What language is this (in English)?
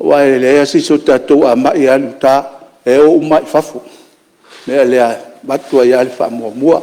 Samoan